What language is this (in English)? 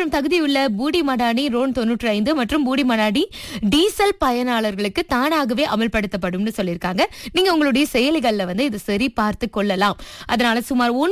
Tamil